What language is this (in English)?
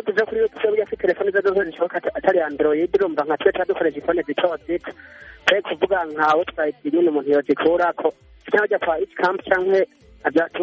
Kinyarwanda